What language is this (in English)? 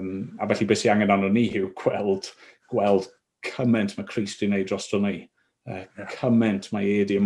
Welsh